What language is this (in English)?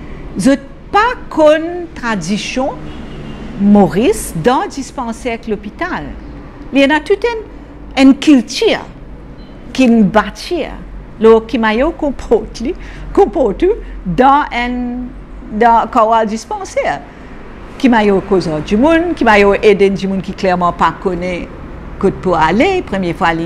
Morisyen